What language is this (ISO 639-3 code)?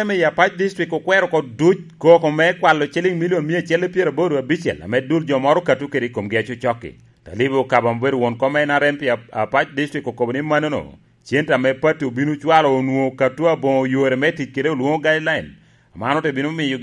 laj